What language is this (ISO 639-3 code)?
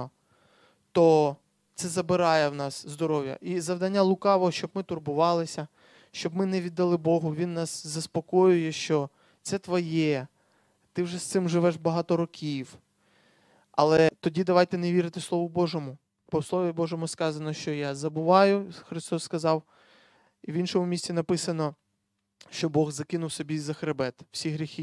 ukr